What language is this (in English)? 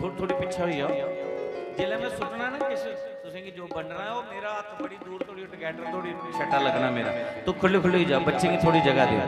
Dogri